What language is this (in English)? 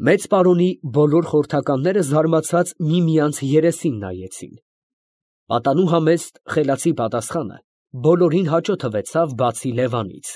Armenian